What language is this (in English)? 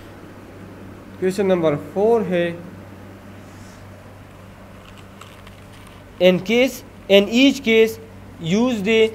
Hindi